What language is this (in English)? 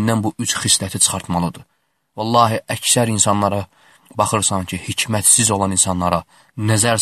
Azerbaijani